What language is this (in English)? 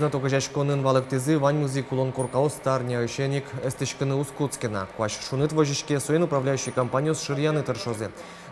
Udmurt